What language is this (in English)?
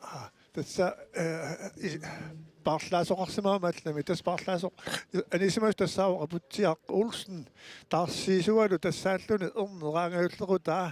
Kalaallisut